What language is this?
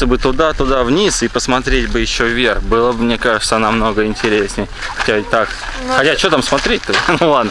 Russian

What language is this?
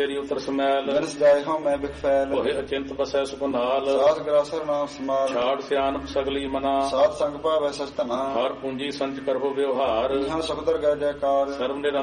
Punjabi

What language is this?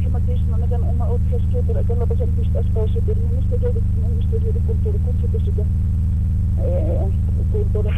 Aymara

